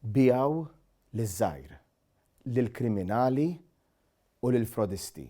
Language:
Maltese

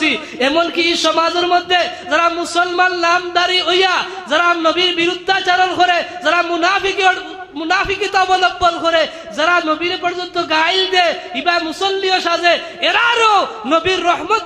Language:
Sylheti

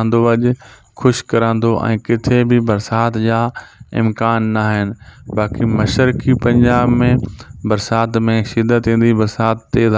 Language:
Sindhi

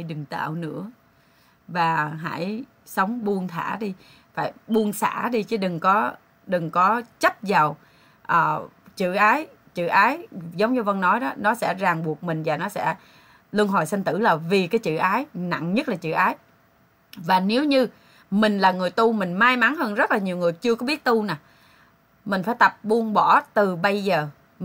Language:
Vietnamese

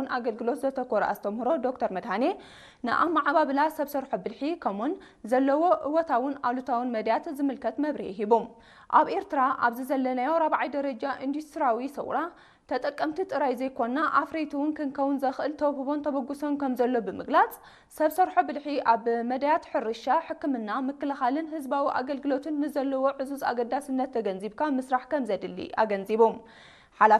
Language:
Tigrinya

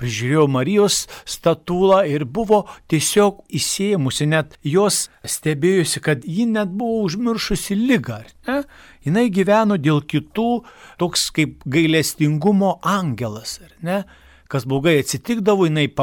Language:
Lithuanian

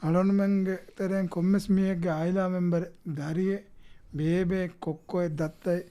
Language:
Divehi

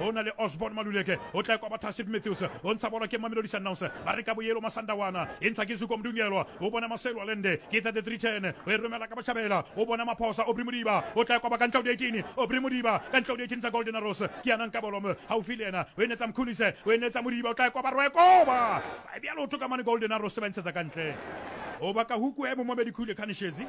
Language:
Southern Sotho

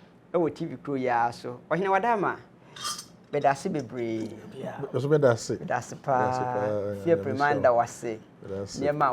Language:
Akan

